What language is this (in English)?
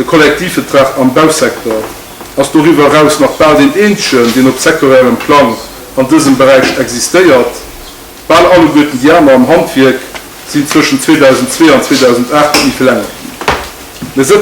Luxembourgish